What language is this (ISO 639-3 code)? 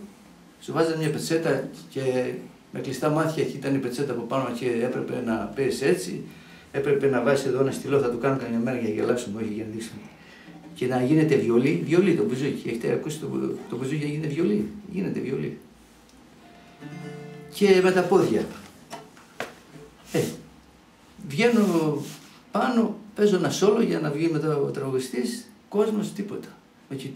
ell